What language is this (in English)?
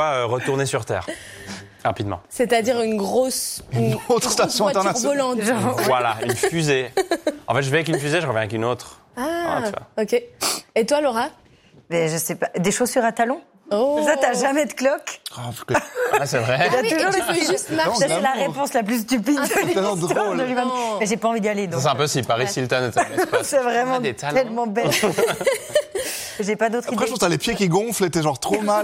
French